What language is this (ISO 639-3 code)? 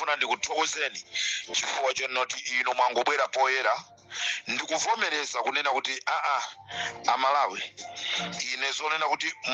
nya